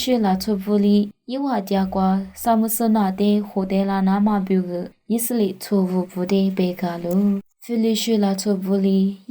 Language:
Lisu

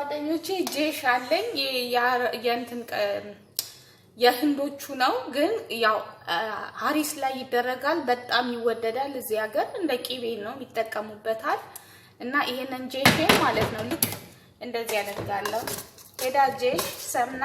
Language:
Amharic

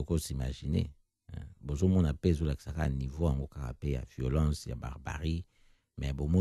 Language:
Lingala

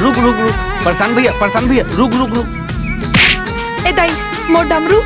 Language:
Chhattisgarhi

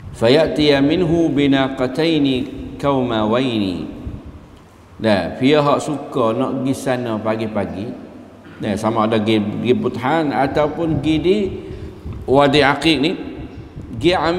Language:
Malay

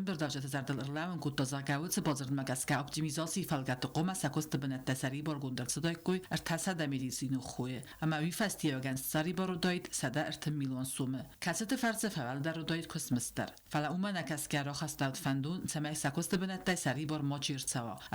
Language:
Ossetic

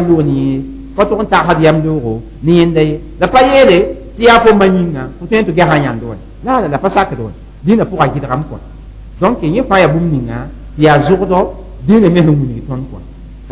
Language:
Mossi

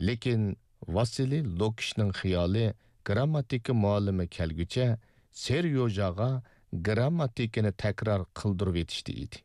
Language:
Uyghur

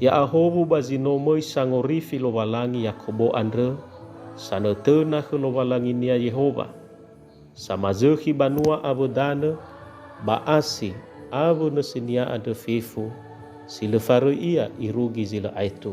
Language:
Nias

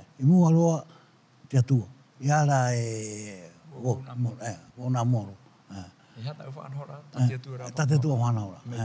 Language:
Tahitian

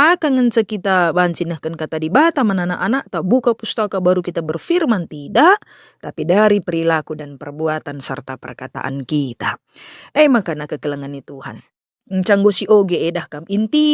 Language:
Batak Karo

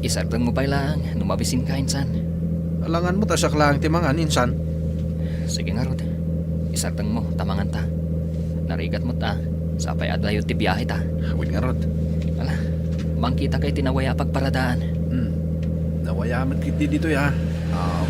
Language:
Iloko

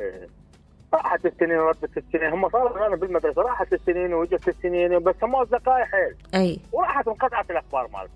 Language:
Mesopotamian Arabic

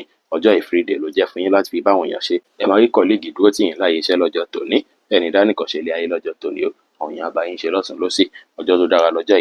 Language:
Yoruba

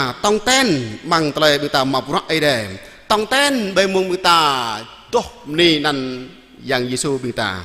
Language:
Jarai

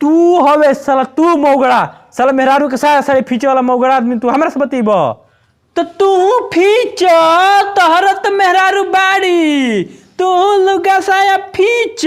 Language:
Bhojpuri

